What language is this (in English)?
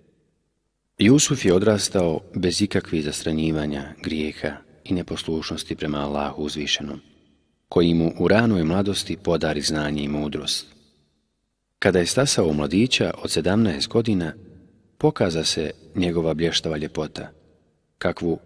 Bosnian